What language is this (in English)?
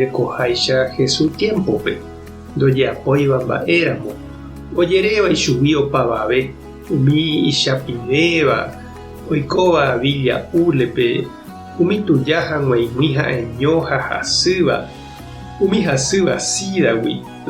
Guarani